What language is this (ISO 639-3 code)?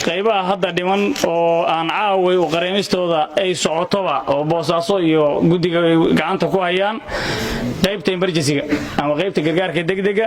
som